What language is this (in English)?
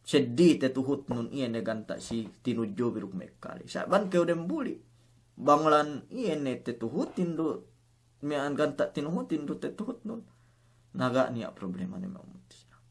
Yakan